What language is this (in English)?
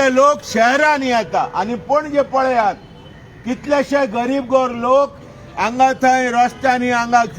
Konkani